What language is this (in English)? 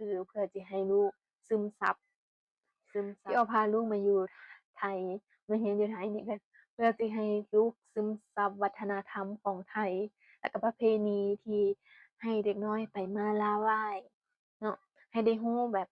Northeastern Thai